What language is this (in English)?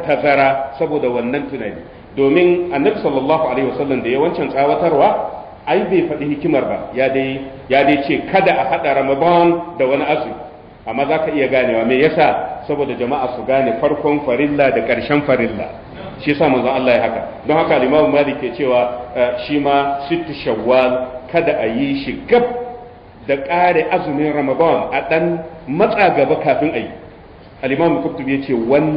Hausa